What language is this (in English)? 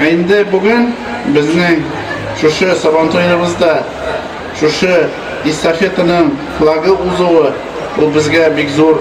Tatar